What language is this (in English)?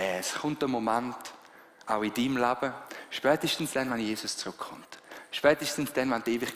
Swiss German